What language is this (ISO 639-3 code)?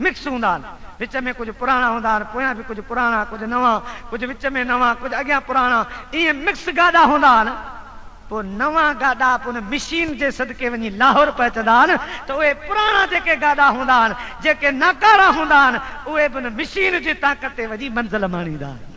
snd